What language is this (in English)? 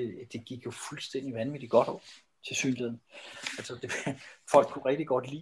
Danish